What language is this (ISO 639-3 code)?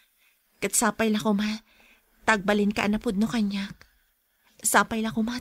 ilo